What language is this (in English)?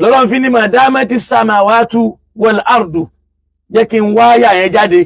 Yoruba